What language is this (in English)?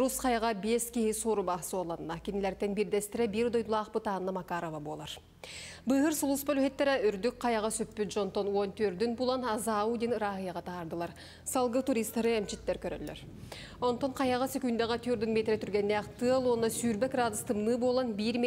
Yakut